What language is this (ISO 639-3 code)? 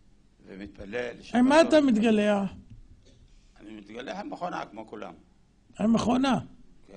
heb